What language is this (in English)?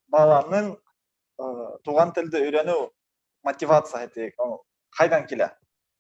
Bashkir